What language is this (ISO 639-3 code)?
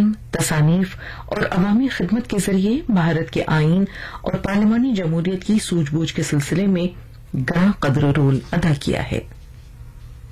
urd